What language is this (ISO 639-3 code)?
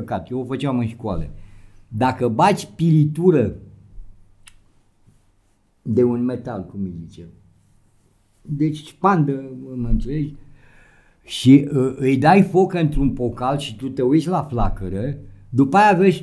ron